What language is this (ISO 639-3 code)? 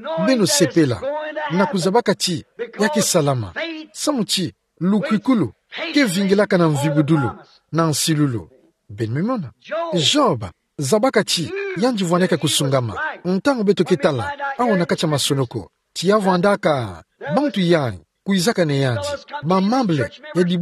ktu